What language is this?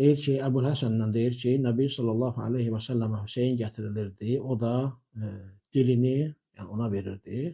Azerbaijani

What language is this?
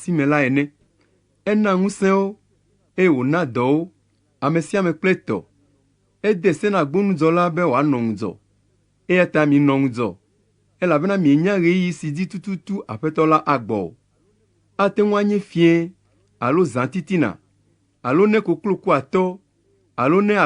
Ewe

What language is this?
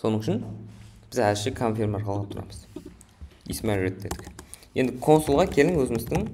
Kara-Kalpak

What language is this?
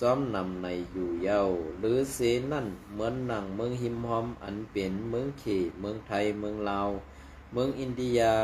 Shan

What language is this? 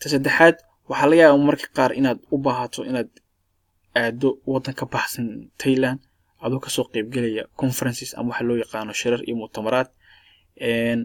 Somali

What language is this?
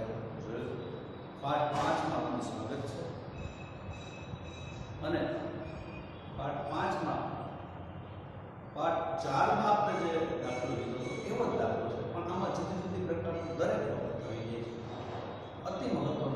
Gujarati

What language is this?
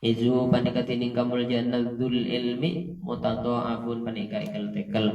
Madurese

